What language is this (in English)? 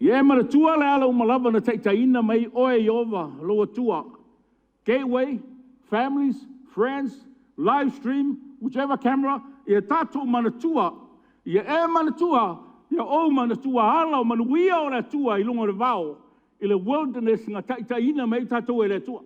Samoan